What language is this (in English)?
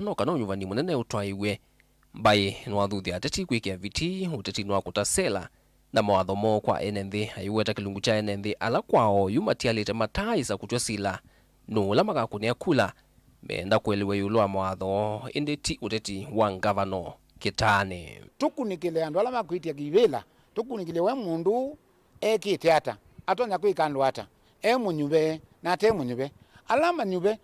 Kamba